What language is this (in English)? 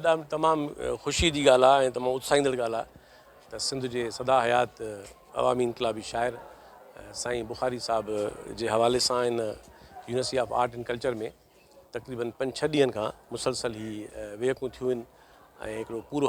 Sindhi